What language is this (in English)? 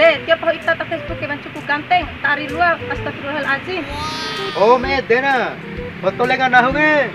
Bima